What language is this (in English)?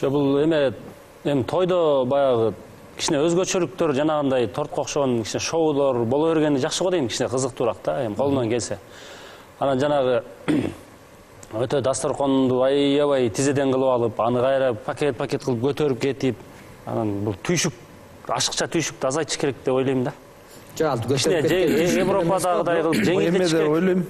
Kyrgyz